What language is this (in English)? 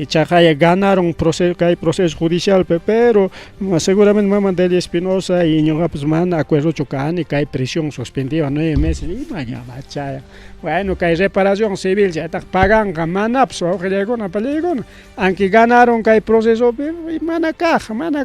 Ayacucho Quechua